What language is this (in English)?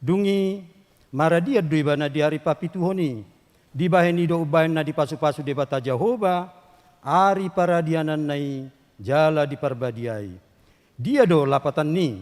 Batak Toba